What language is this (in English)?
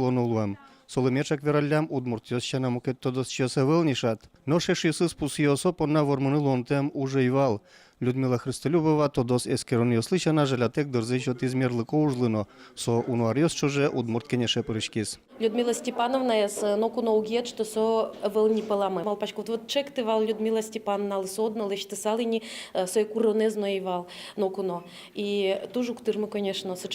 Udmurt